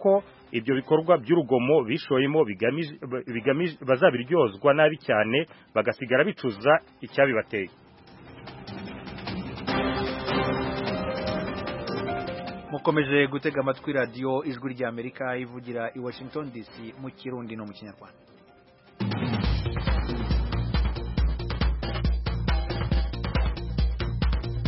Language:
Kinyarwanda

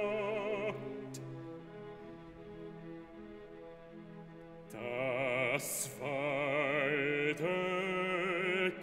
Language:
German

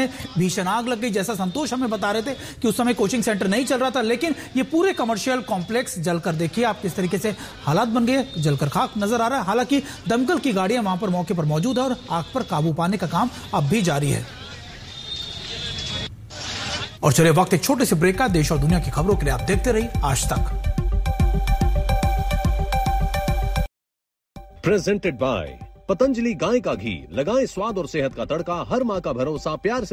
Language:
Hindi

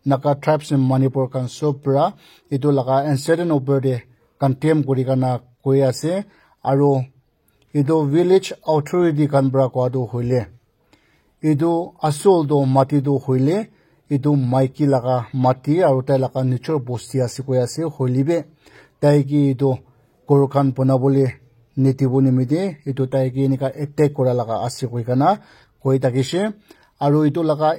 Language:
Naga Pidgin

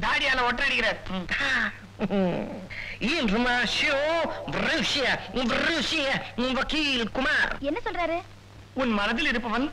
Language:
Tamil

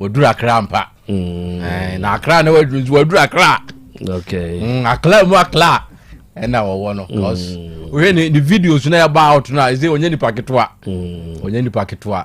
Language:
Akan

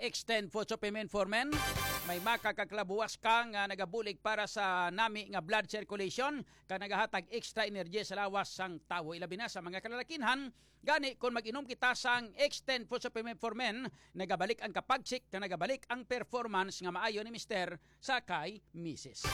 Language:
Hiligaynon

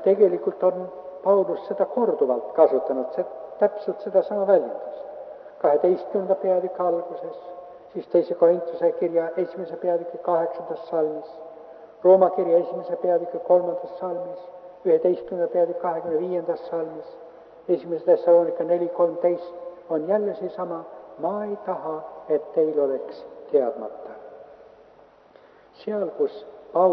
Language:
Estonian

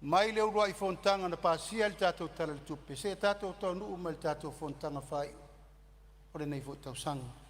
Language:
Samoan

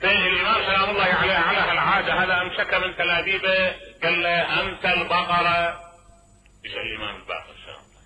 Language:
Mesopotamian Arabic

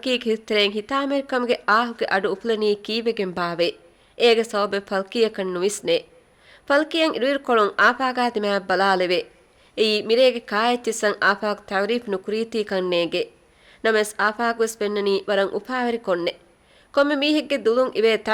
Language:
Divehi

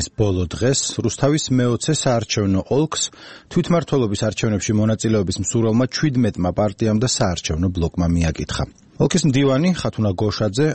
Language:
Georgian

